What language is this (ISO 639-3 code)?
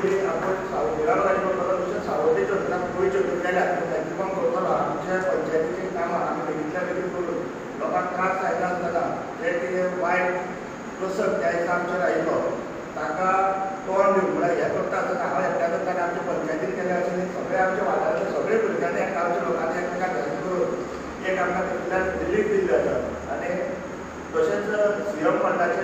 kok